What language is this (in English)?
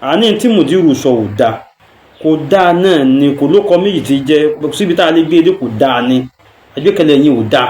Yoruba